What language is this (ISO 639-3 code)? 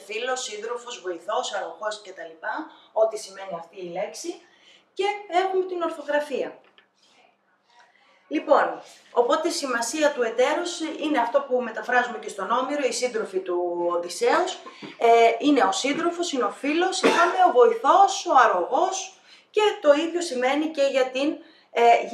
ell